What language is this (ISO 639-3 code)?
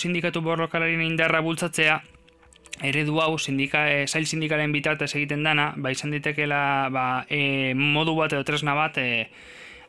eus